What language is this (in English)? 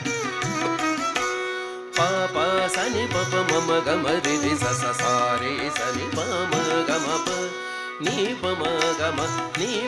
Telugu